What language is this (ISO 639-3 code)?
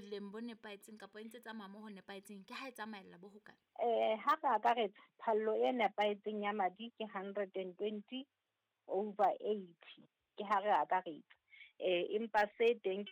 sot